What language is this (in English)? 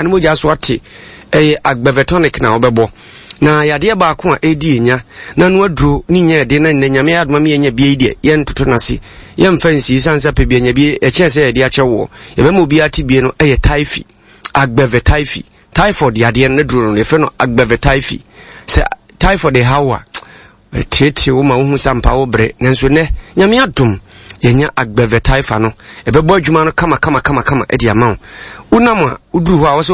Akan